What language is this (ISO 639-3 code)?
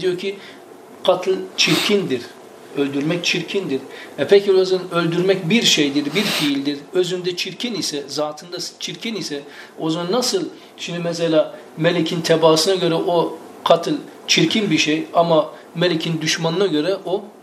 tur